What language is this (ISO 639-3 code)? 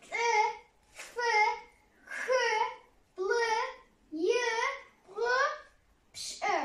kbd